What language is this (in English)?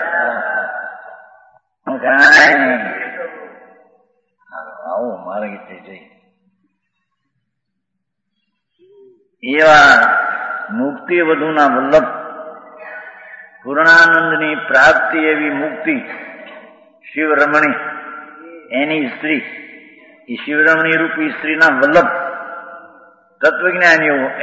Gujarati